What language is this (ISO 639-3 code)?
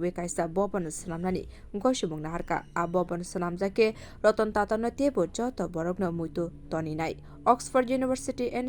trp